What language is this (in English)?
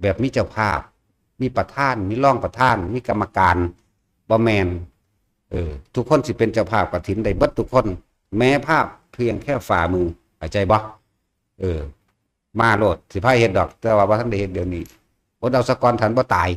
Northeastern Thai